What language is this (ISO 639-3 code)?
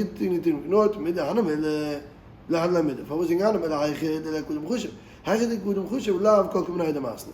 yid